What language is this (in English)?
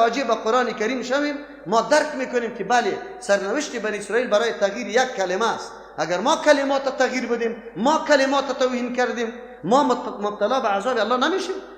Persian